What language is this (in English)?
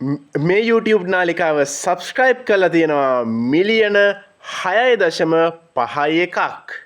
Sinhala